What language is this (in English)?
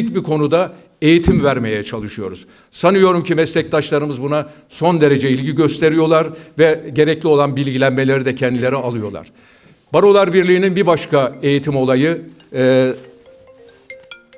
Turkish